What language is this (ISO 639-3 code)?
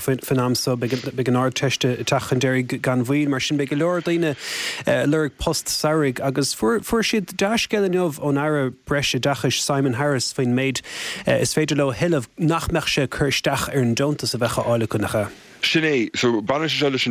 gle